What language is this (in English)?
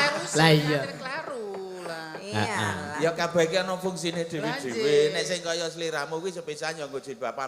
Javanese